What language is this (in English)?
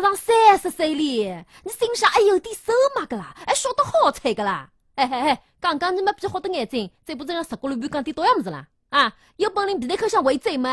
Wu Chinese